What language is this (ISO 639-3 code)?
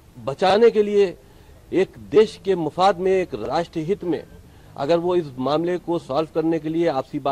kan